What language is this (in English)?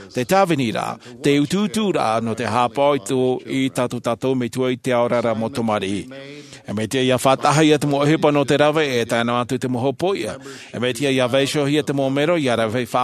Tahitian